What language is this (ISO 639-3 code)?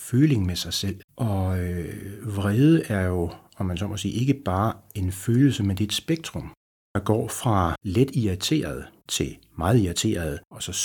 dan